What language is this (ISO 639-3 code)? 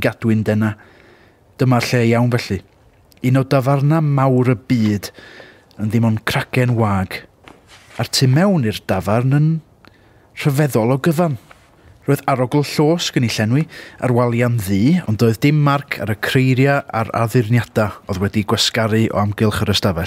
cym